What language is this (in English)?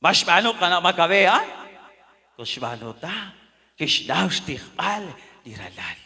Kekchí